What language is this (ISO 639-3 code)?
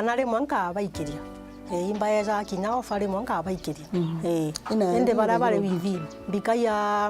mer